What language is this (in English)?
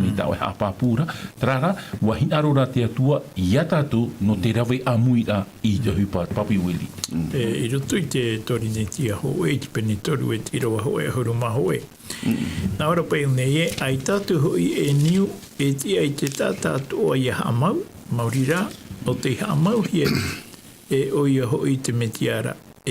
Tahitian